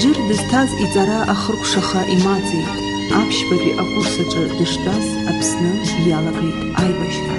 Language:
Abkhazian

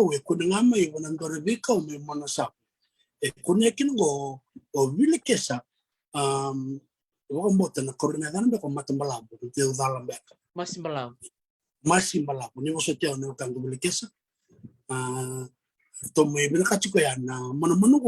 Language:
Fijian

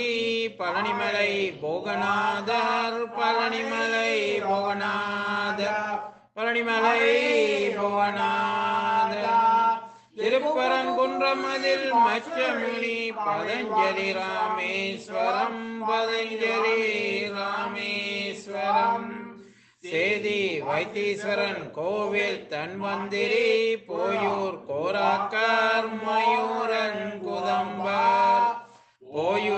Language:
Tamil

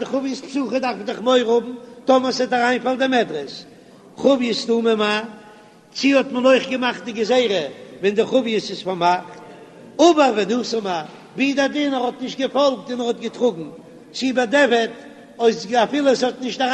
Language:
Yiddish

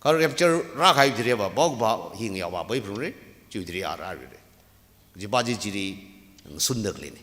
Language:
Tangkhul Naga (India)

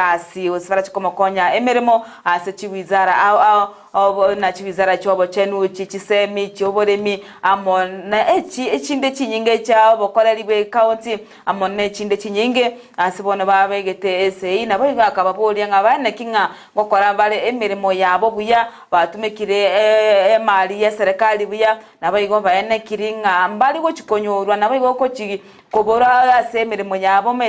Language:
Gusii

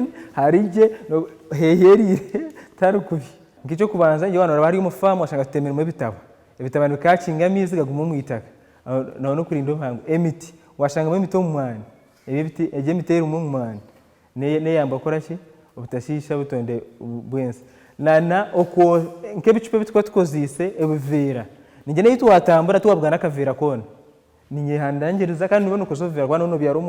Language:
Nyankole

